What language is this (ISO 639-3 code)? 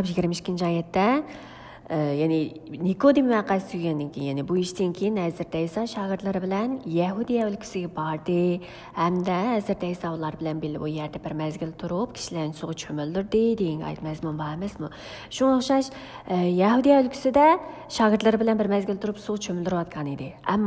uig